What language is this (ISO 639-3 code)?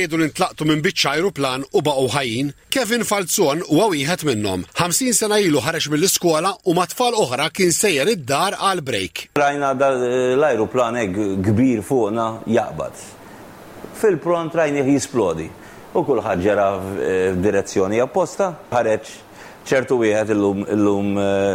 mlt